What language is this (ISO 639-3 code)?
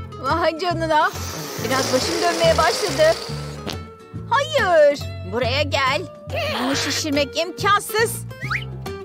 tur